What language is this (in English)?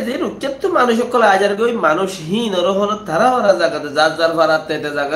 Rohingya